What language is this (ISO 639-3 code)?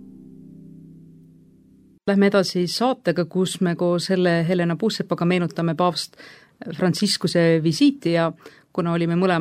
est